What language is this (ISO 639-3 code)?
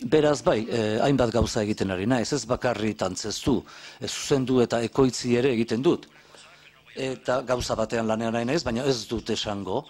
eus